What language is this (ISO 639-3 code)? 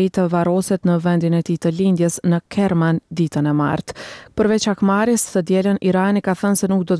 sqi